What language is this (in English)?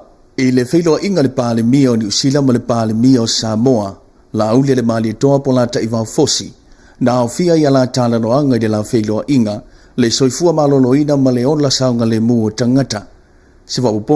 Samoan